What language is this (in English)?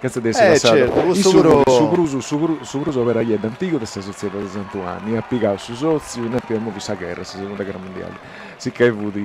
Sardinian